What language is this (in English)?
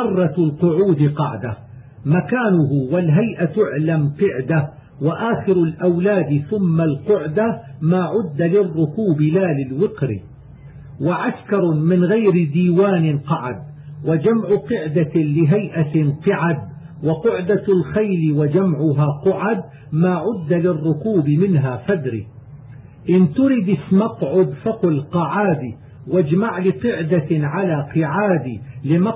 Arabic